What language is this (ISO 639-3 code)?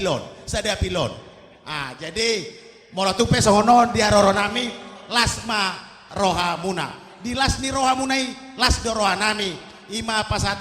bbc